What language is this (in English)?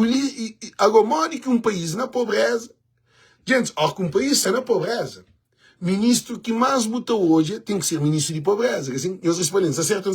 Kabuverdianu